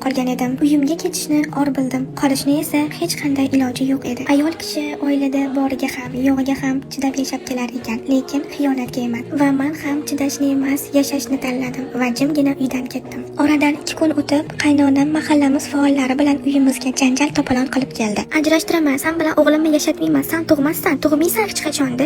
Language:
Uzbek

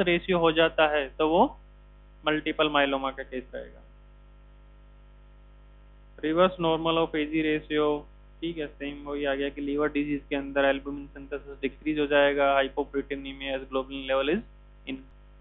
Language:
Hindi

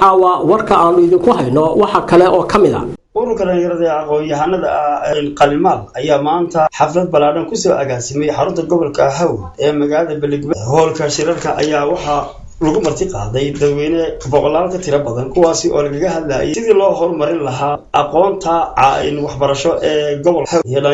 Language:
Somali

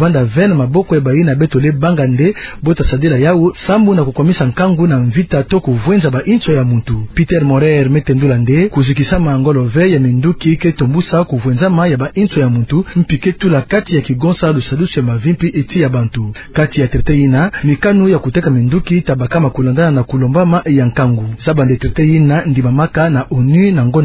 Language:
Kituba (Democratic Republic of Congo)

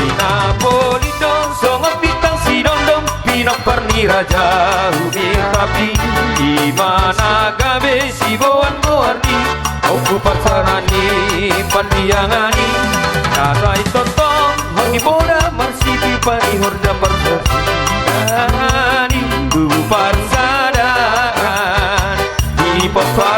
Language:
Batak Toba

